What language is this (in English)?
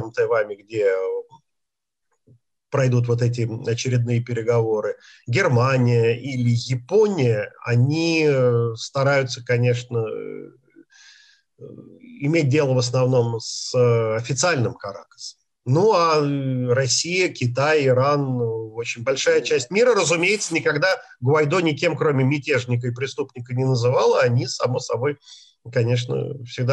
Russian